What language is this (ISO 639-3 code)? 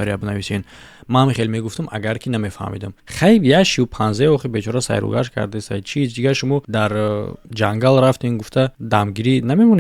tgk